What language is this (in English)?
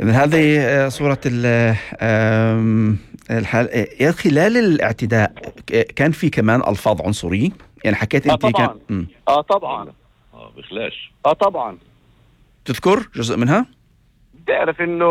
North Levantine Arabic